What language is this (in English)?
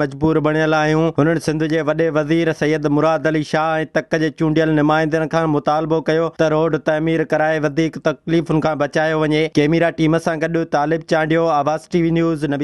Sindhi